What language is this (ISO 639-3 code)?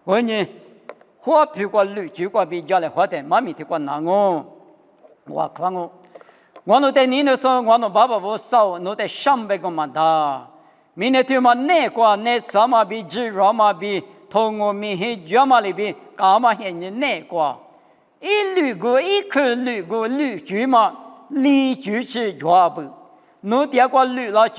lis